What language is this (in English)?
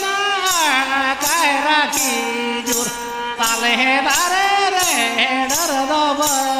Santali